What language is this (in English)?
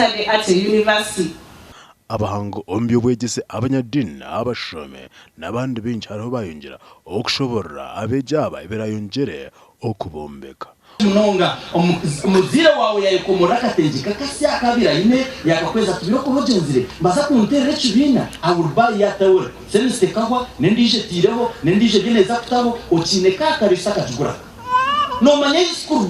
Nyankole